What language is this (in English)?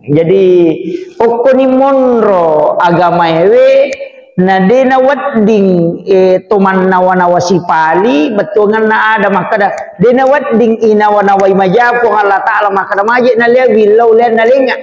Buginese